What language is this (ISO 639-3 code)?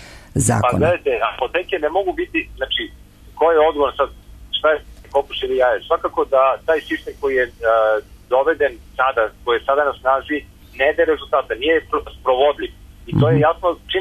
srp